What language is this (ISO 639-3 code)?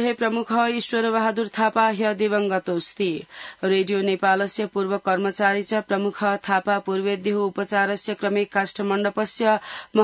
san